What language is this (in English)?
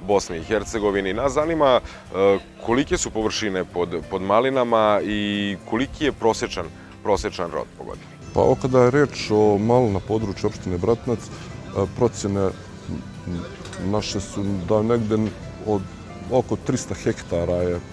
Bosnian